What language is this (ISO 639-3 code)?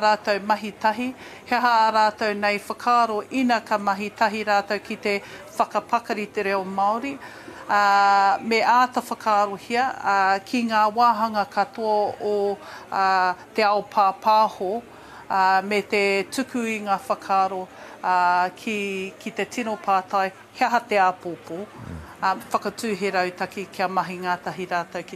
mri